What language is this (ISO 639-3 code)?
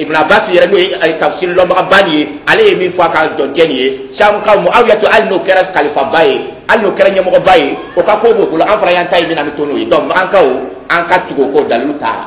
dyu